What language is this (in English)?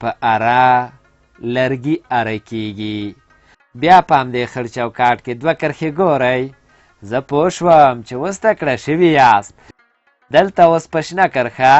Pashto